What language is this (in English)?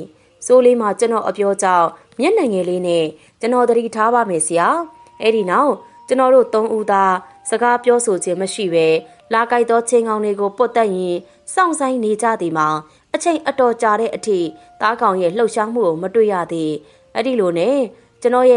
Burmese